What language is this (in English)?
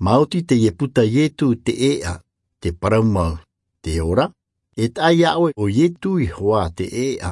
Tahitian